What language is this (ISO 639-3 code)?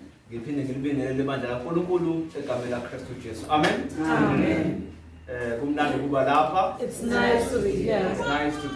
zul